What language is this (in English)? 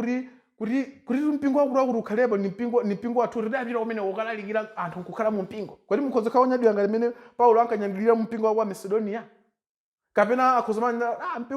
Nyanja